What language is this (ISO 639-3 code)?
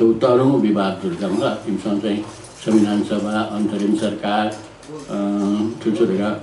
new